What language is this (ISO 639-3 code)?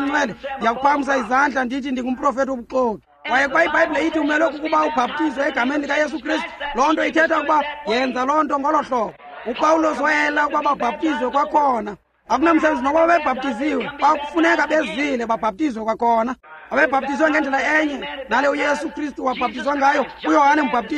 xho